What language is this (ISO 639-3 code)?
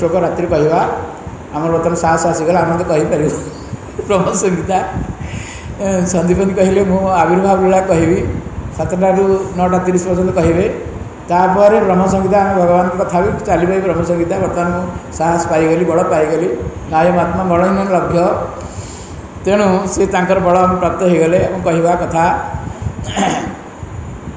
ori